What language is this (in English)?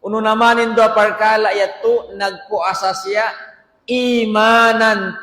Tausug